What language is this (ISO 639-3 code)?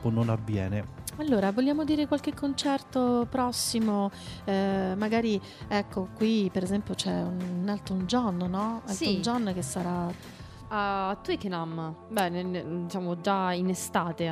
ita